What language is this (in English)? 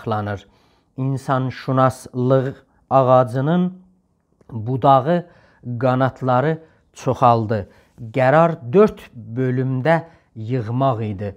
South Azerbaijani